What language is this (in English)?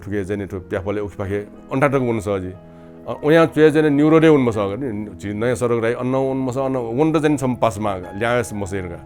Newari